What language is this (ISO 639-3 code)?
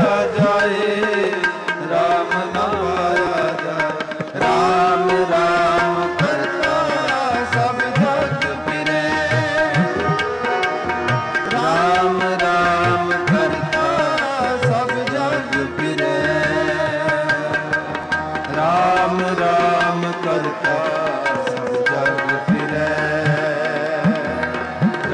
pan